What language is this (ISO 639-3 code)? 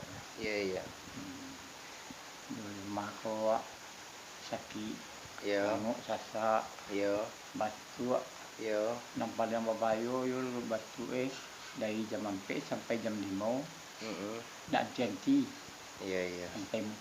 min